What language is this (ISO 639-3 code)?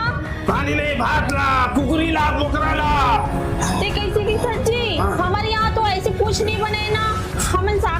hne